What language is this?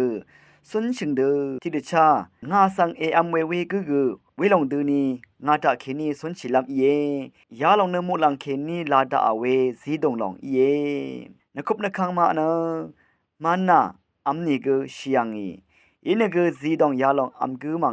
Rawang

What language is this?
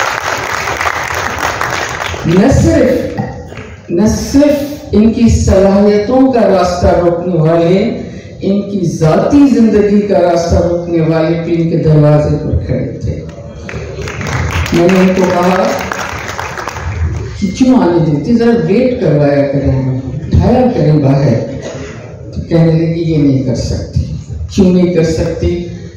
Hindi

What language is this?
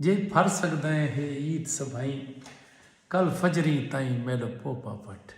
Saraiki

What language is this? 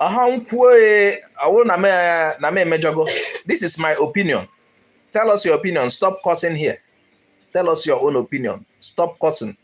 Igbo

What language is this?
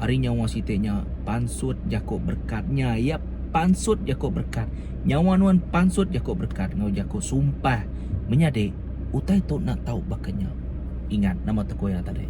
Iban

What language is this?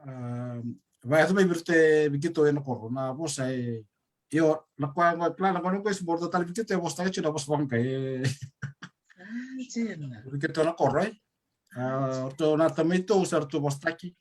Fijian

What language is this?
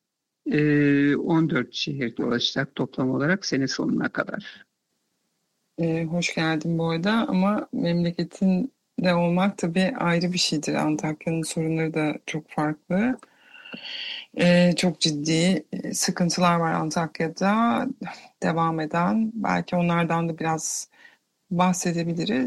Turkish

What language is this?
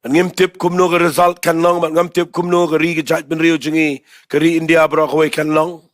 Khasi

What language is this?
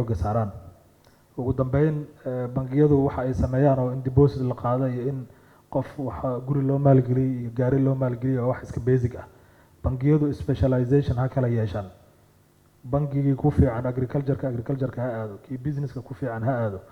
Somali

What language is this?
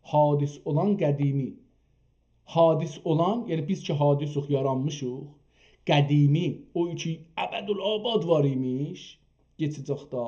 South Azerbaijani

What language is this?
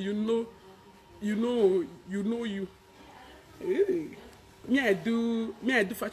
Nigerian Pidgin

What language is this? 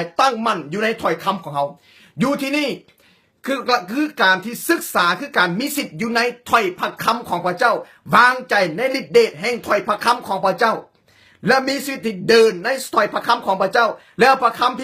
Lao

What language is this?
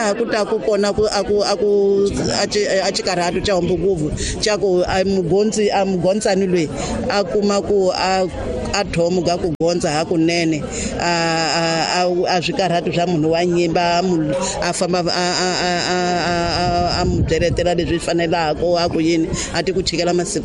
Tsonga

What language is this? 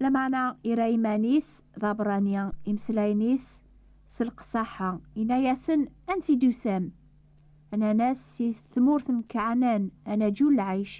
Kabyle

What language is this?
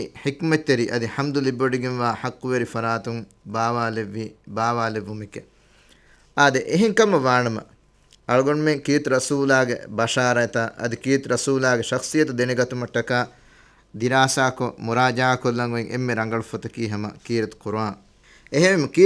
Divehi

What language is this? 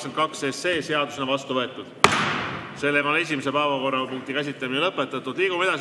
Estonian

